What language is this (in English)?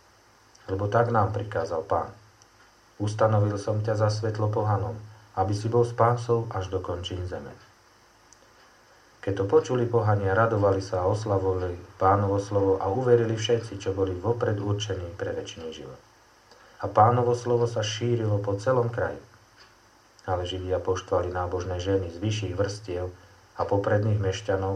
Slovak